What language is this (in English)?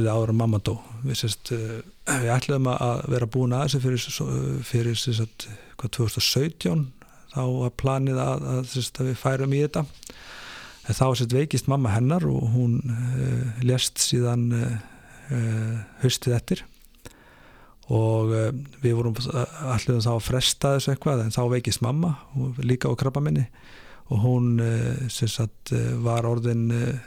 Icelandic